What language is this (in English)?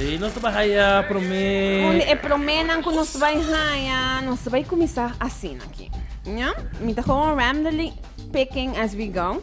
Papiamento